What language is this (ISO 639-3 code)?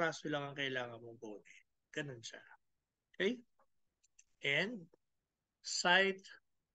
fil